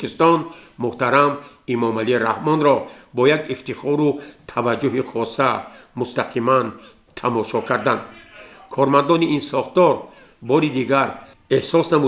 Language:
Tajik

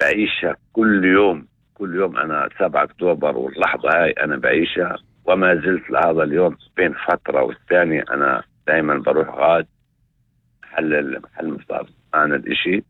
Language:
North Levantine Arabic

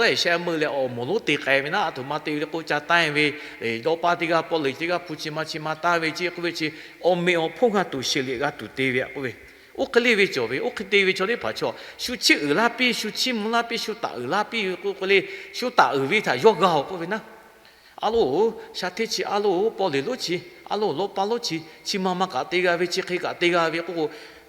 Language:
Lahu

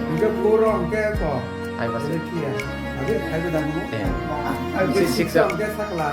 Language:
Kok Borok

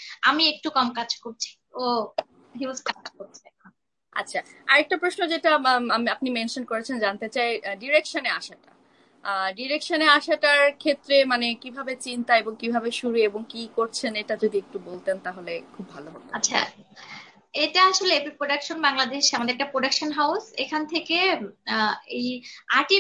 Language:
Bangla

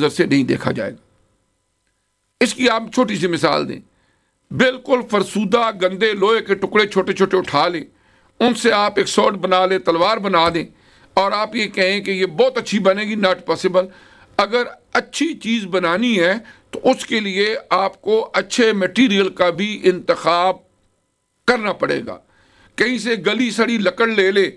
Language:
Urdu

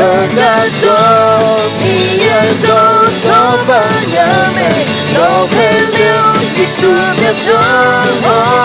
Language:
Akha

